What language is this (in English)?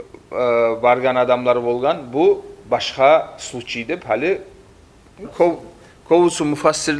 Kumyk